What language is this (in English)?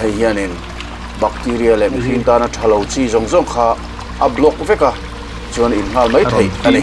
Mizo